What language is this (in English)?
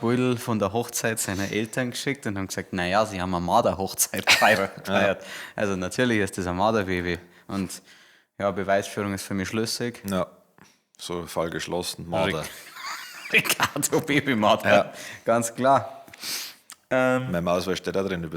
Bavarian